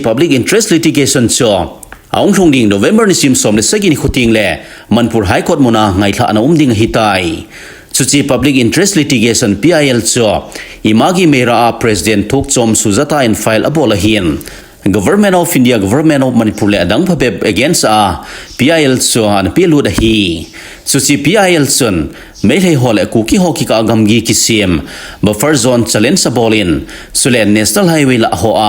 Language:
Thado Chin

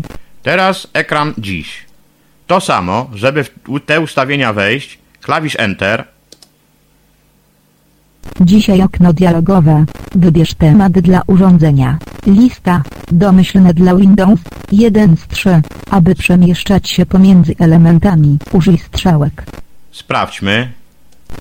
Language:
Polish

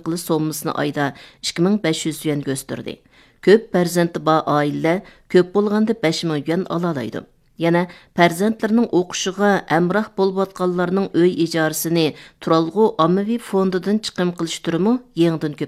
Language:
Uyghur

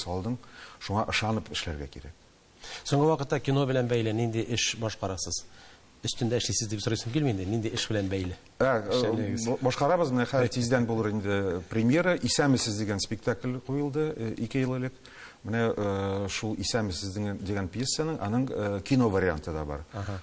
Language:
Tatar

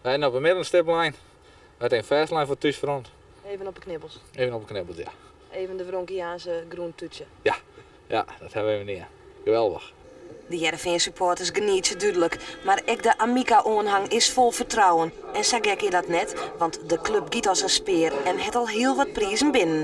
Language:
Western Frisian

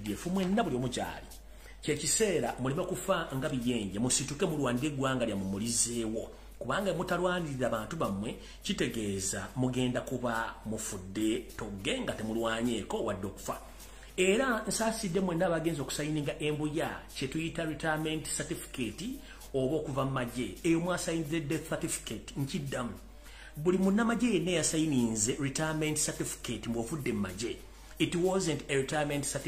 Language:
Ganda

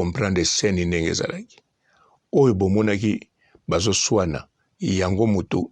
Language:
Lingala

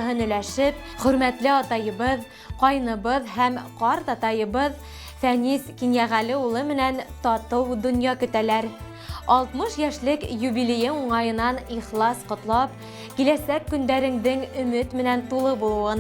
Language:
Bashkir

